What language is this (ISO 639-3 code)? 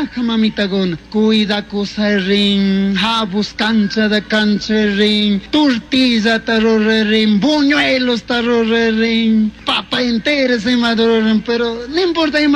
qug